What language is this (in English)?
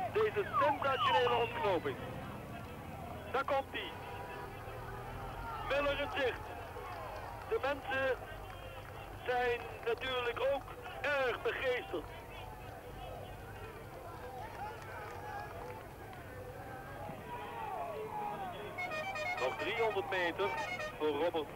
Dutch